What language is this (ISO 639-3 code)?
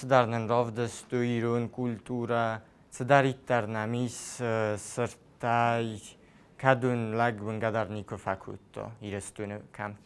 oss